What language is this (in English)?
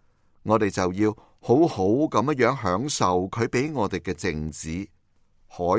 Cantonese